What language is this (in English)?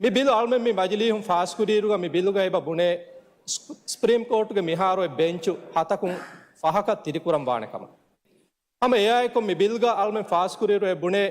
Divehi